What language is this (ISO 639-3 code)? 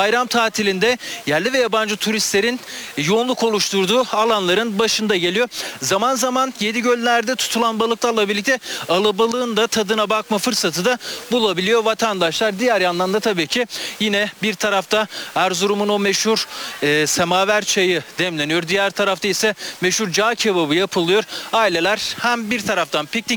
tur